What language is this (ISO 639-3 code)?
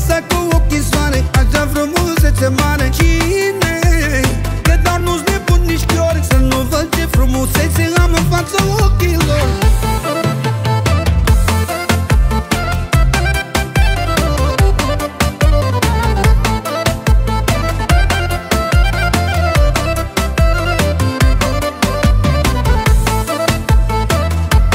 ron